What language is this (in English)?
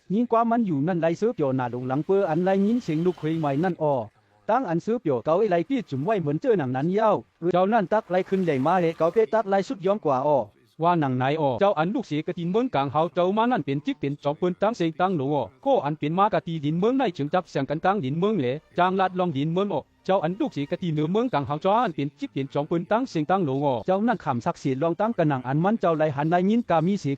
Shan